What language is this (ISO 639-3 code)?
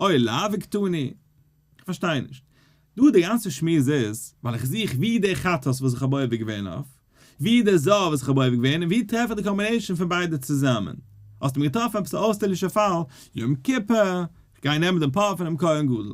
yid